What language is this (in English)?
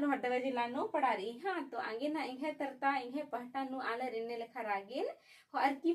Kurukh